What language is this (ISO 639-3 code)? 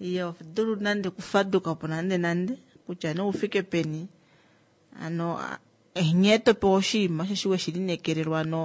kua